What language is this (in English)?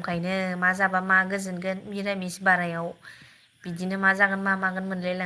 Bodo